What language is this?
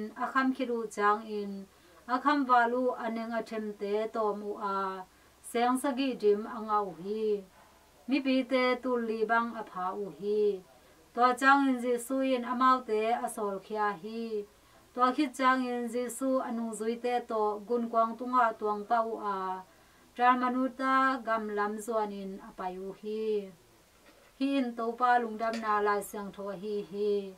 Tedim Chin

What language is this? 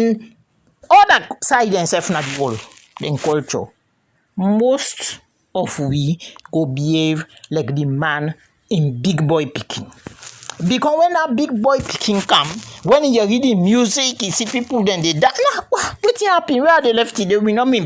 Krio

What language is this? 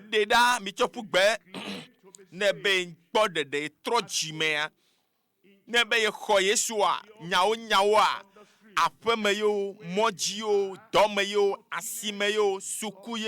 Ewe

